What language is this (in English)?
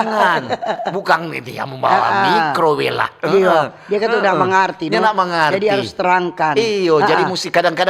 Manado Malay